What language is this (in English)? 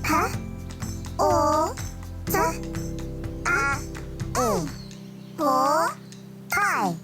Māori